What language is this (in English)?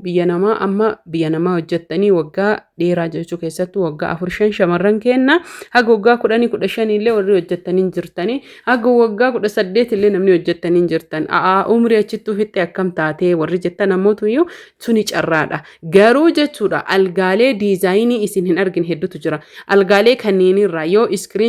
Oromo